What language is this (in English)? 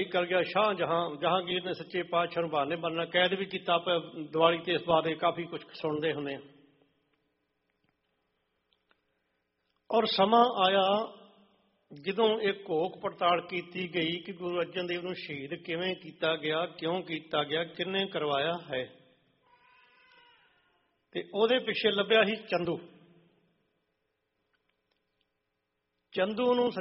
Punjabi